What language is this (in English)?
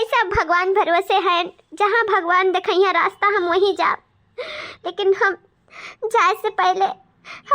Awadhi